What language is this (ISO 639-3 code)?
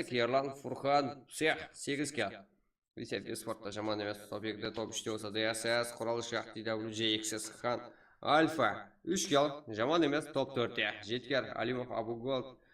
kaa